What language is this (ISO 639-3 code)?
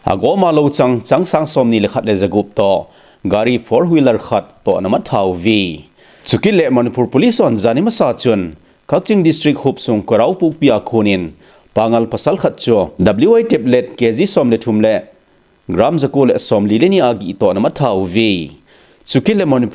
tcz